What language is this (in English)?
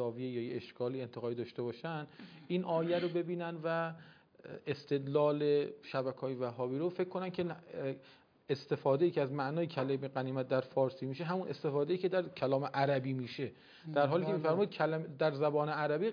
Persian